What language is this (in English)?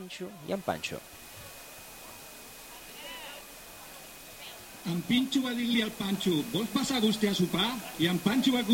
Catalan